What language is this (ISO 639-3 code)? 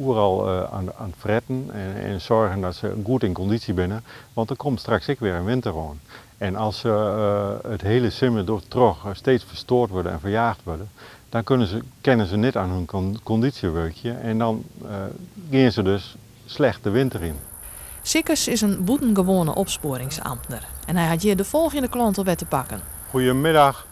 fry